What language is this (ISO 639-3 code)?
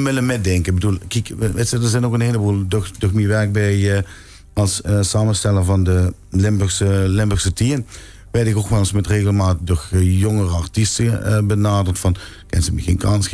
lim